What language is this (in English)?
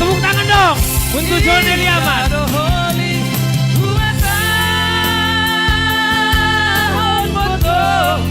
Batak Simalungun